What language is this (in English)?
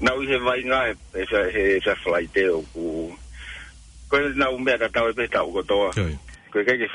Tongan